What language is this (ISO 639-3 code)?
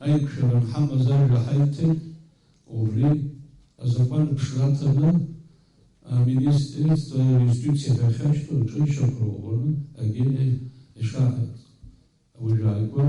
abk